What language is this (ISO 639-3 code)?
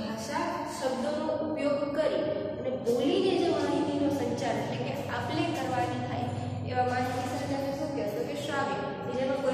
guj